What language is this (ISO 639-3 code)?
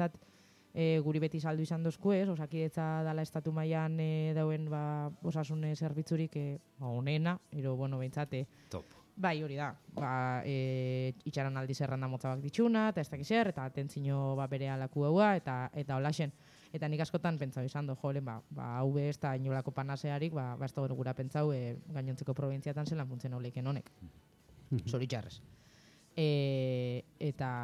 eus